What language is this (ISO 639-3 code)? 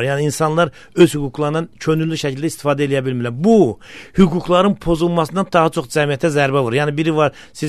aze